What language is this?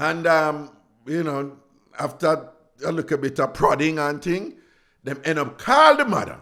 Jamaican Creole English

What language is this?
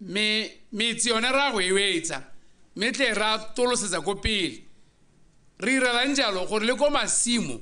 Tswana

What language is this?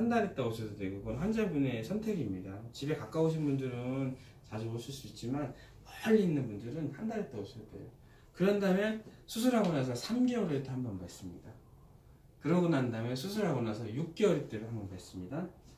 Korean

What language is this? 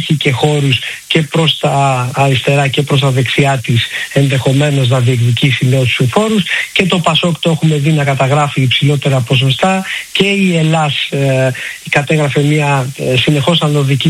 Greek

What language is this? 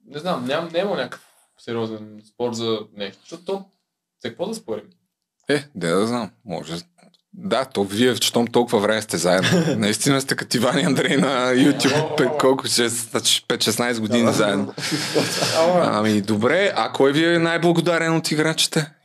Bulgarian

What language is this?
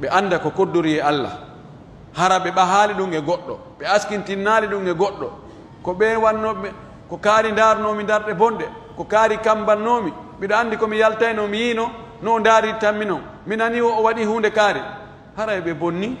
Pular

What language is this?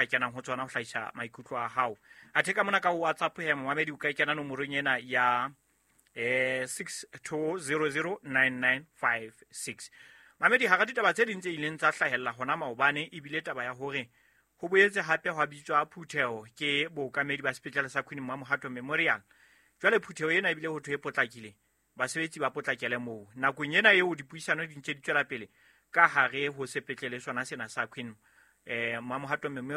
Southern Sotho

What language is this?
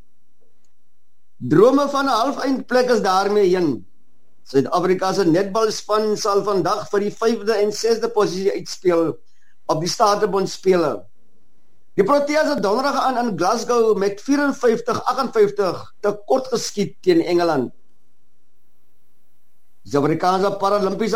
Afrikaans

